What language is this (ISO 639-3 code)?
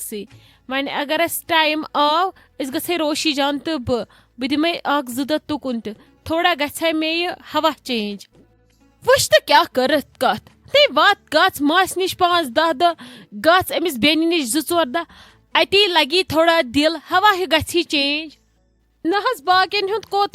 kas